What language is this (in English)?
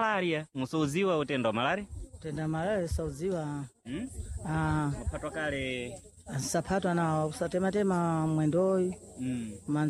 Sena